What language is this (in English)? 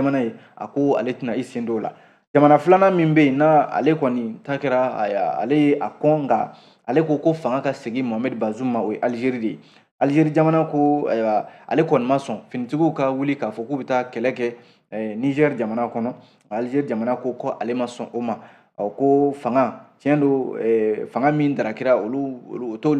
Bambara